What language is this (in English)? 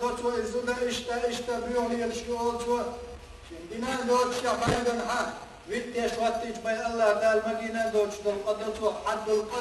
Chechen